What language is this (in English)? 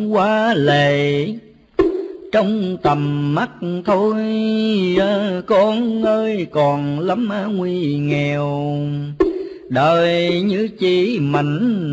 Vietnamese